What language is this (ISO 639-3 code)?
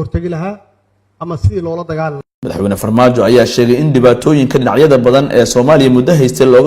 som